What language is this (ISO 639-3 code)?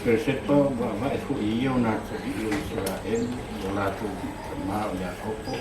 smo